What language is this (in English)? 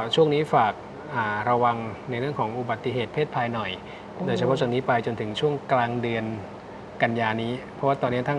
Thai